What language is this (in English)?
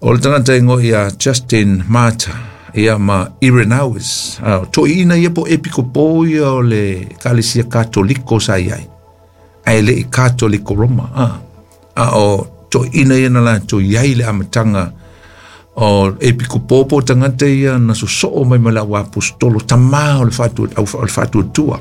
Samoan